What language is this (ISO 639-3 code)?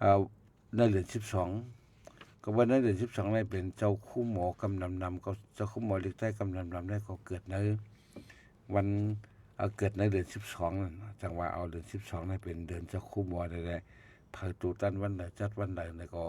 shn